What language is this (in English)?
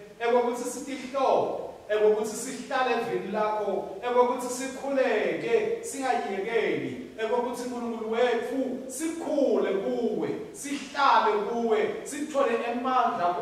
Swati